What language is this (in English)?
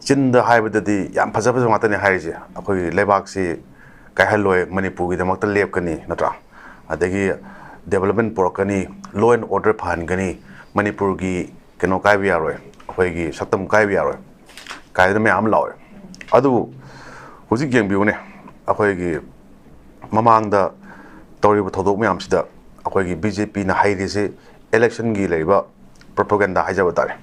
Manipuri